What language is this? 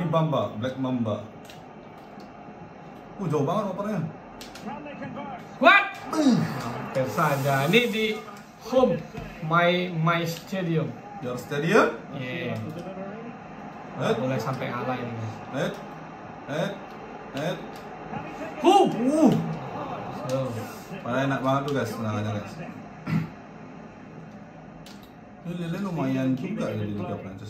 Indonesian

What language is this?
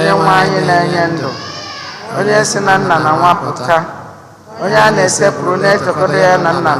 Igbo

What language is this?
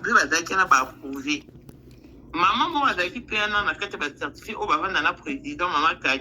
Lingala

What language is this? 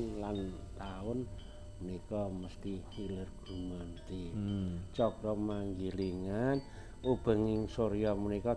Javanese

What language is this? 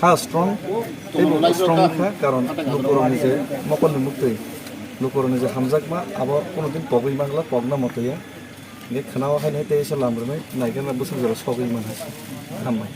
Kok Borok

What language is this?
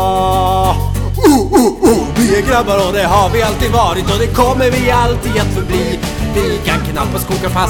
Swedish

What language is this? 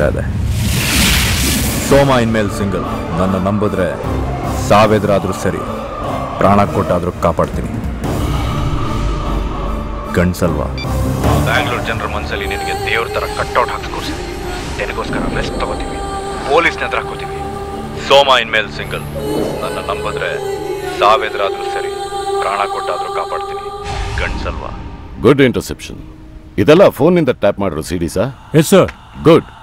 Kannada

